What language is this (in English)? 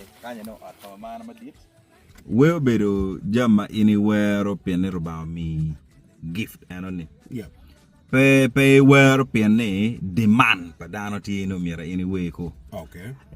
Acoli